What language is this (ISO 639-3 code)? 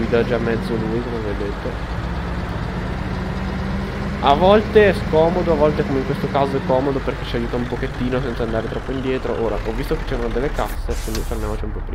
ita